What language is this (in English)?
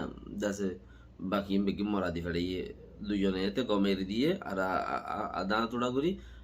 Rohingya